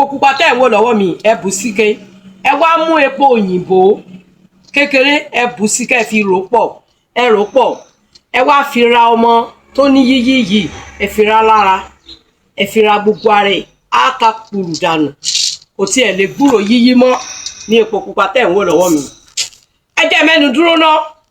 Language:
Yoruba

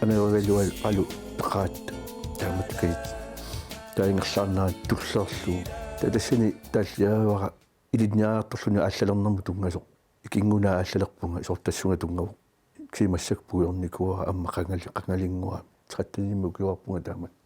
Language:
Kalaallisut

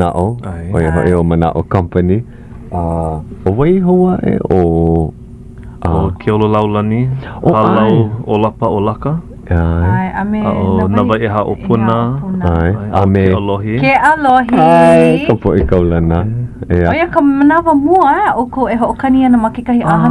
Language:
Hawaiian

